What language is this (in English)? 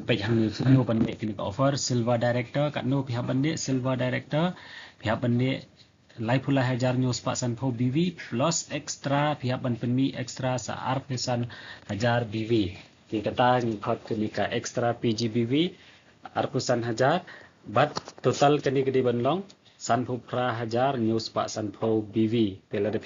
Khasi